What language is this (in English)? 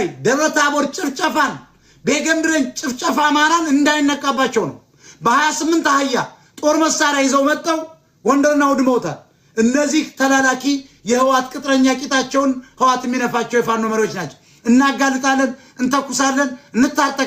Amharic